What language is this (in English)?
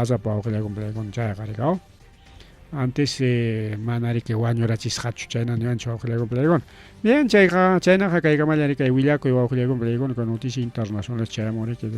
Ayacucho Quechua